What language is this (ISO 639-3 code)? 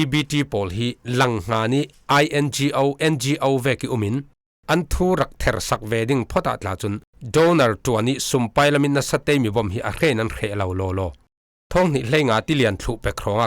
cfm